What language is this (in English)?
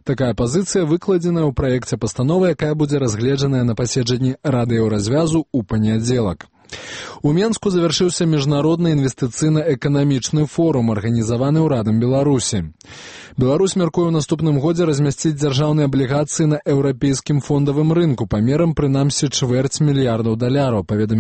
Belarusian